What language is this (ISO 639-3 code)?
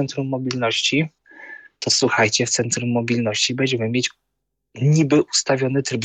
pol